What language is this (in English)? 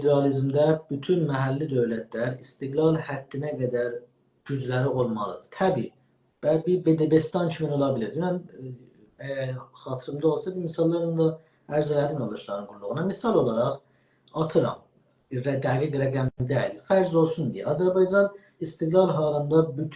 South Azerbaijani